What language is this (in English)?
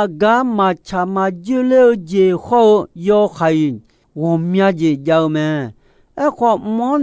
Akha